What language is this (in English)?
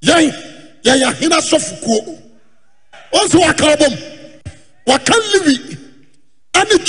Akan